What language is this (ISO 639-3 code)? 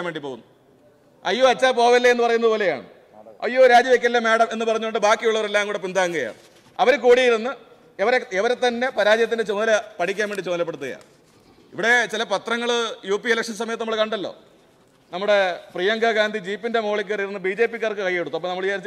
mal